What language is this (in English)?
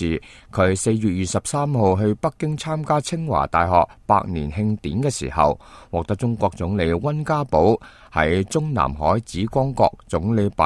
Cantonese